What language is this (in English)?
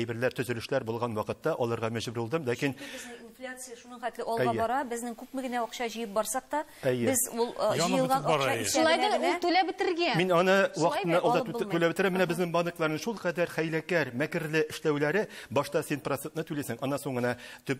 Tatar